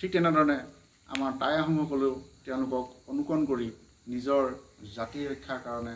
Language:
Assamese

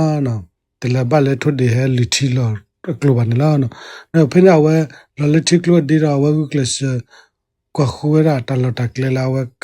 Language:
S'gaw Karen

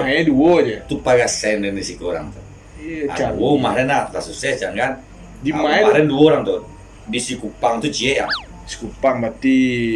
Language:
Minangkabau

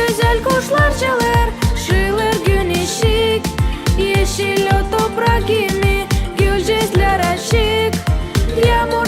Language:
Gagauz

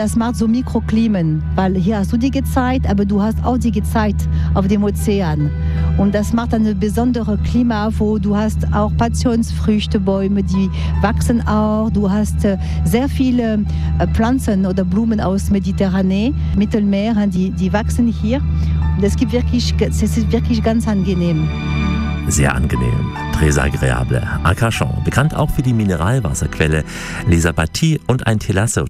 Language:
German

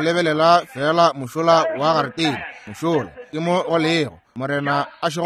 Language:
Northern Sotho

